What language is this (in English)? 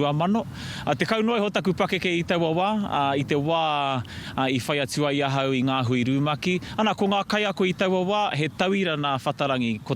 Māori